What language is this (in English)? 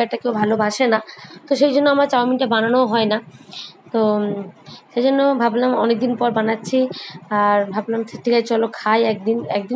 Bangla